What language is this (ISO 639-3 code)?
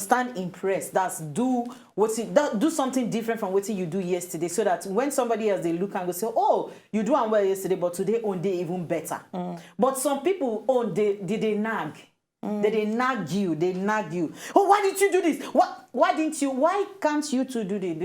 pcm